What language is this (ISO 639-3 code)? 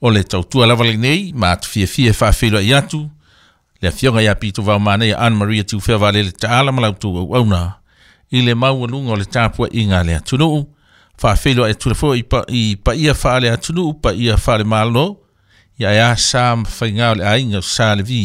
smo